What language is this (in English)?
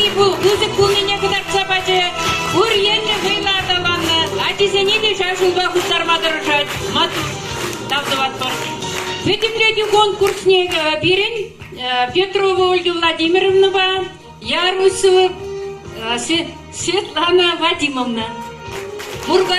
Chuvash